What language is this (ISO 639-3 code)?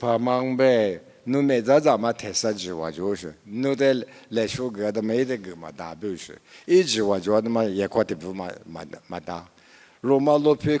lis